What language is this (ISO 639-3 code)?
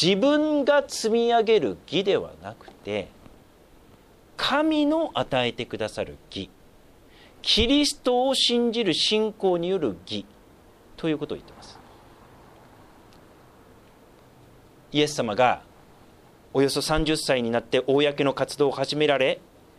jpn